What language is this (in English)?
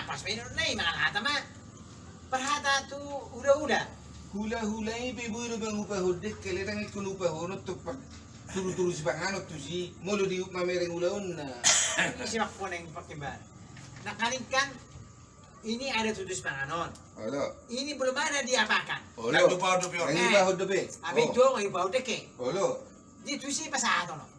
Batak Toba